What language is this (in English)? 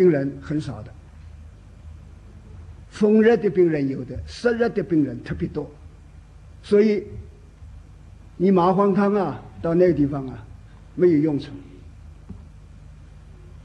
Chinese